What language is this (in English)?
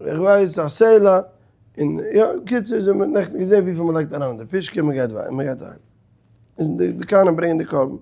Yiddish